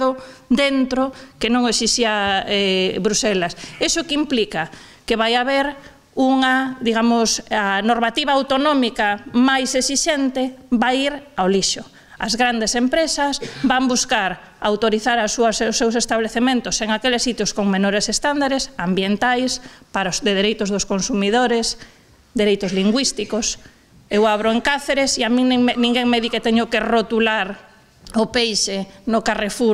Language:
Galician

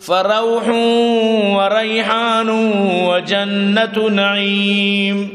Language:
Eastern Balochi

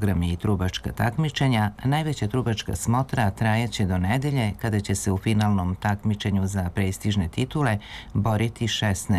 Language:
Serbian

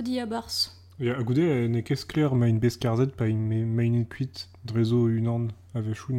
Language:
Breton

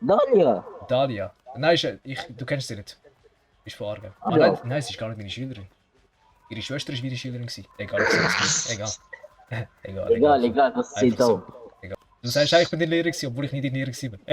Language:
Swiss German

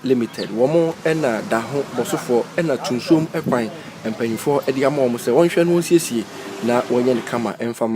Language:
Akan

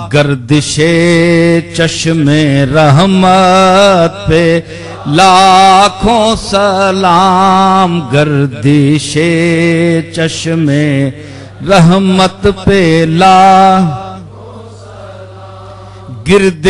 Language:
Urdu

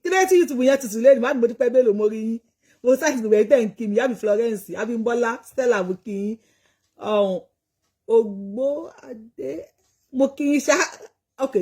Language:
Yoruba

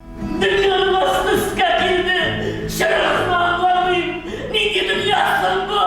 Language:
Tatar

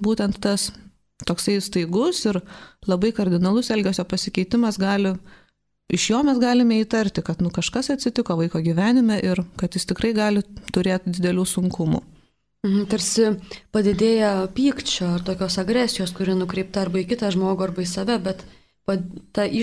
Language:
Lithuanian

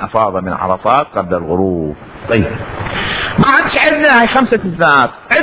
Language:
Mesopotamian Arabic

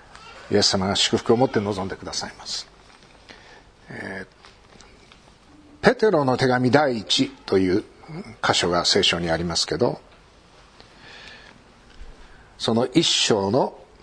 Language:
Japanese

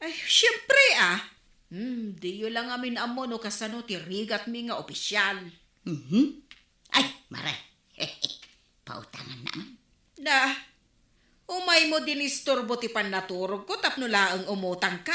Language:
Iloko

